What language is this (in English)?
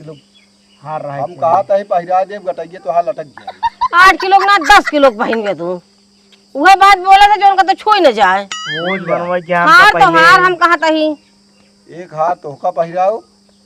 Awadhi